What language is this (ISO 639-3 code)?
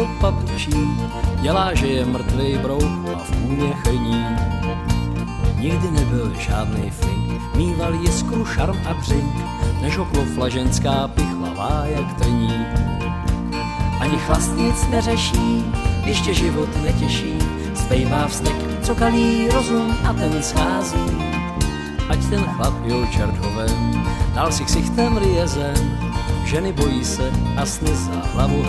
ces